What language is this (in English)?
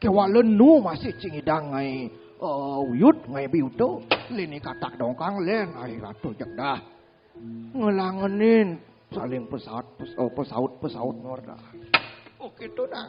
Balinese